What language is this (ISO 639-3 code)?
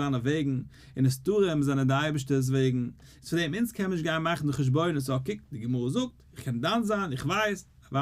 yid